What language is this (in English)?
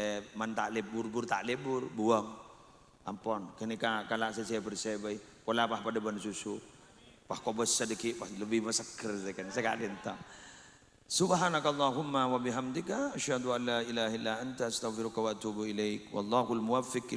Madurese